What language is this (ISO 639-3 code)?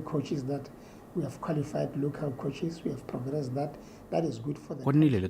tsn